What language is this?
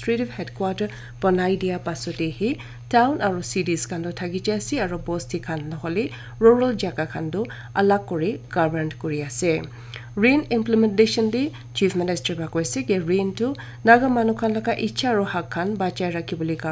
Naga Pidgin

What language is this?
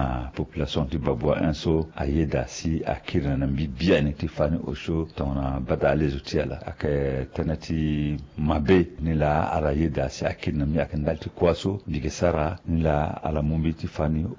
Sango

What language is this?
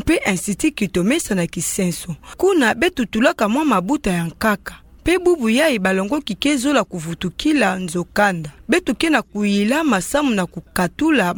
Kituba (Democratic Republic of Congo)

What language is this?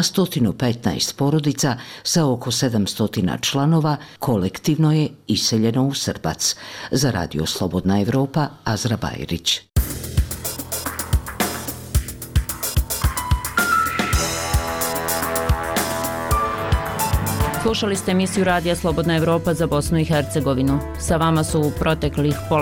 Bosnian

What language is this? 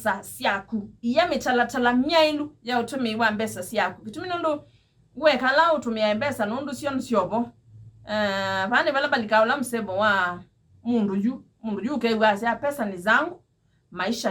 Kamba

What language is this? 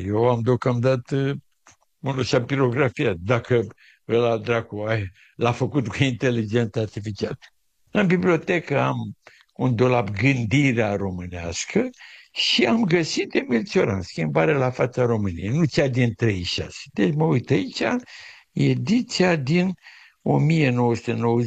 Romanian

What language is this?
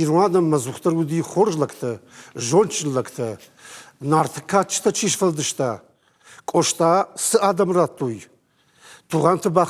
Ossetic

